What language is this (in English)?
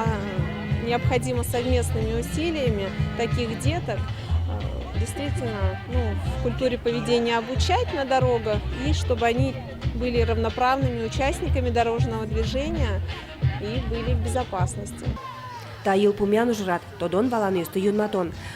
Udmurt